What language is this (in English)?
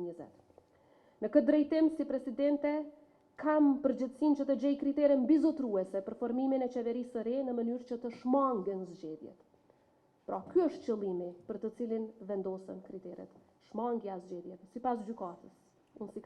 Albanian